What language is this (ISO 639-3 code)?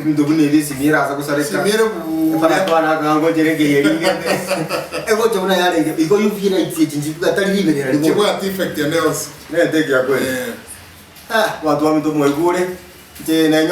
guz